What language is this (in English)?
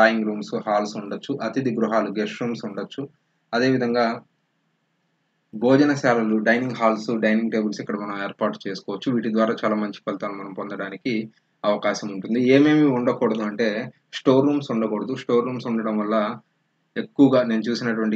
Telugu